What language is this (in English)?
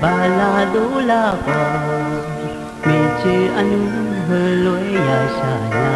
Akha